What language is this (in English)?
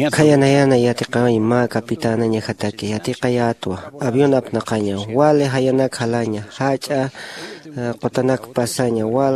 Aymara